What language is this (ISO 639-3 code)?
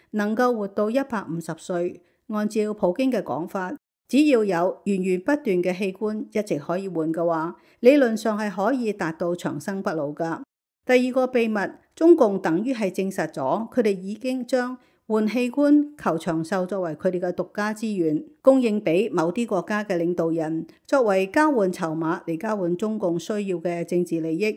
yue